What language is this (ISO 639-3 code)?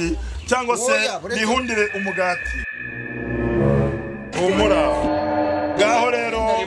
kin